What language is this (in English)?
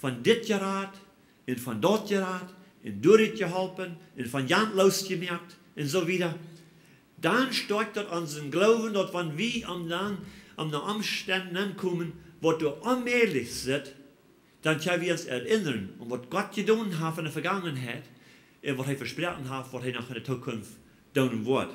Plautdietsch